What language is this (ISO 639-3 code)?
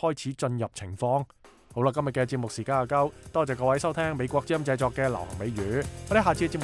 yue